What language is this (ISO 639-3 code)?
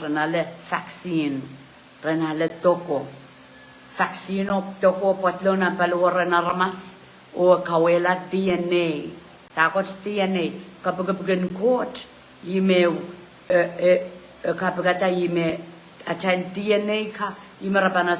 pon